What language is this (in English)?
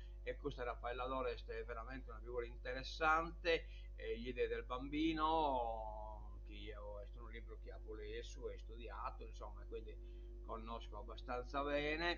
Sardinian